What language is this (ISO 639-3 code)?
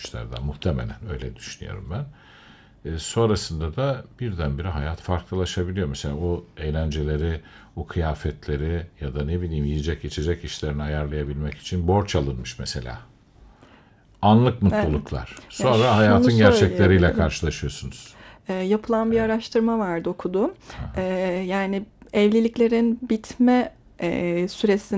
tur